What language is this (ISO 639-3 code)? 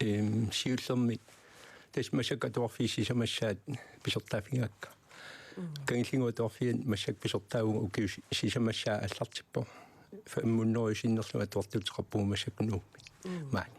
kal